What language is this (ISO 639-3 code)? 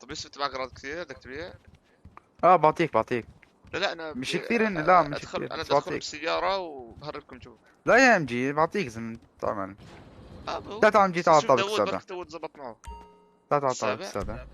apc